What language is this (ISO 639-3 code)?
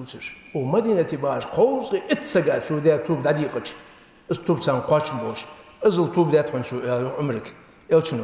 inh